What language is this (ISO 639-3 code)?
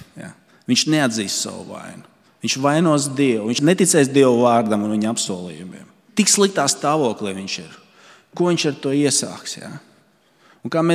lav